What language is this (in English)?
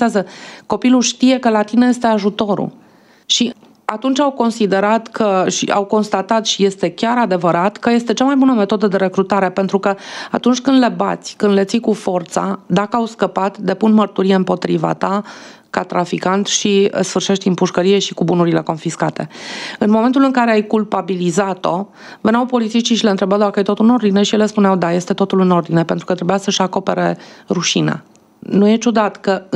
Romanian